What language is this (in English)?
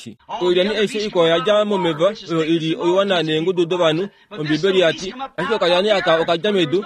Kuanyama